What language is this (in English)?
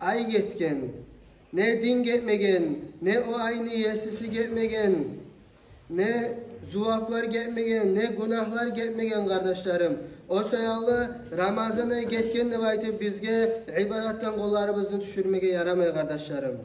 Kumyk